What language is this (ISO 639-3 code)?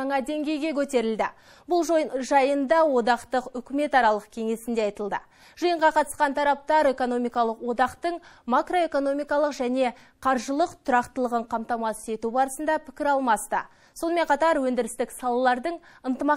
kaz